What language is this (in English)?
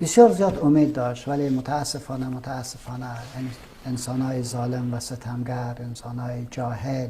Persian